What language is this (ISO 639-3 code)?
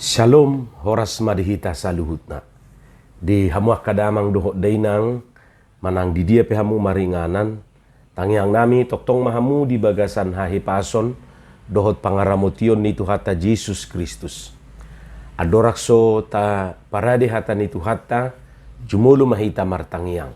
bbc